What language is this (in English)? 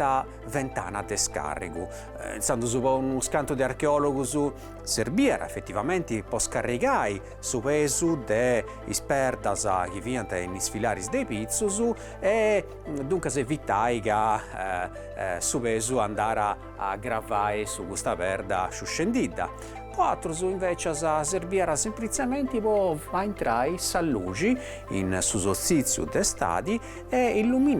Sardinian